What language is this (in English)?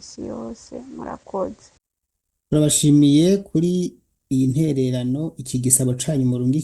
Rundi